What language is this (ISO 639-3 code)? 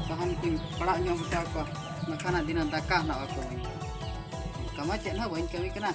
sat